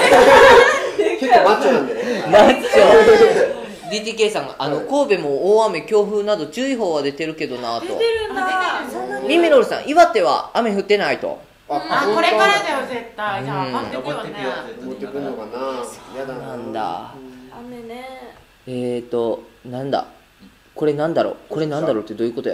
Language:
Japanese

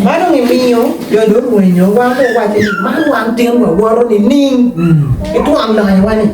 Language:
Acoli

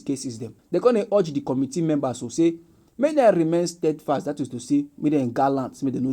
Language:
Nigerian Pidgin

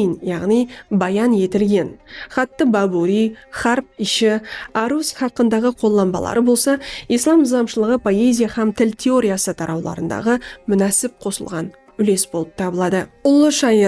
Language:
Kara-Kalpak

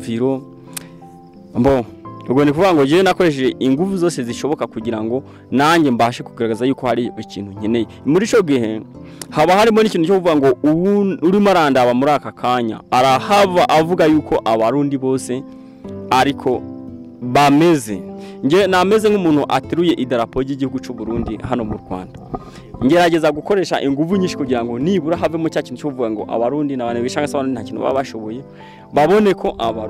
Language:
Kinyarwanda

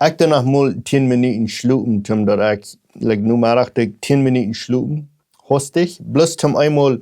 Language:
Plautdietsch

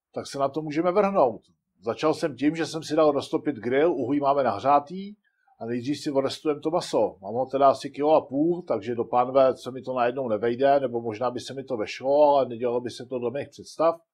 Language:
Czech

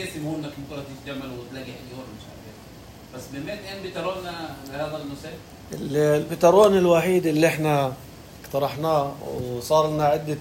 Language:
North Levantine Arabic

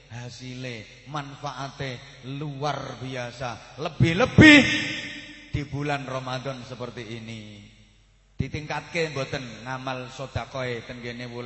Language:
Javanese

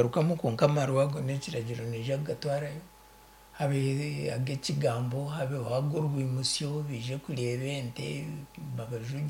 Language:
Nyankole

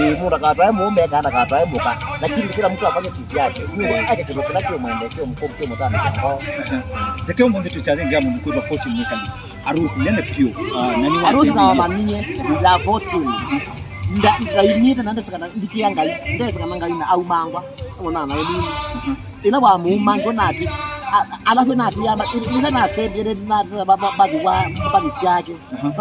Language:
Kamba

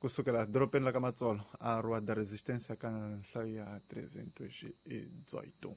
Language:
Tsonga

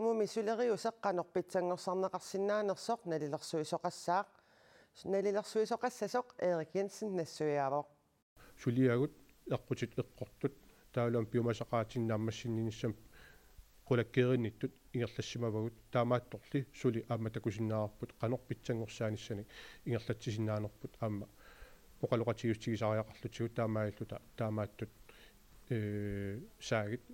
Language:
Kalaallisut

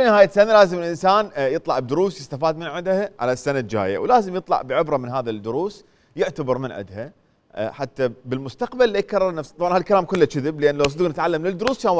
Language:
Mesopotamian Arabic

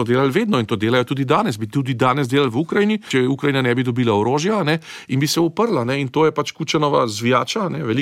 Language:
Slovenian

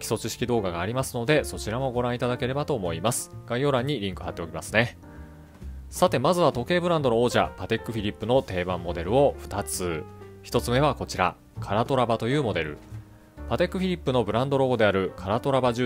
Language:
Japanese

